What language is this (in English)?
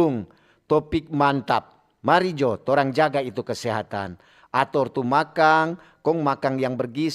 Manado Malay